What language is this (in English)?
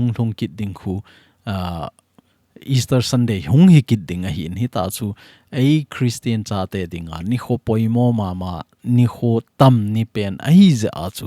Thado Chin